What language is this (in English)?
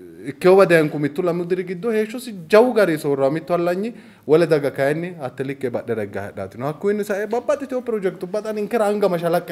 Sidamo